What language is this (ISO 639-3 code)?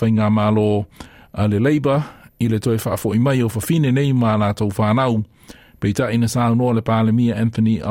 smo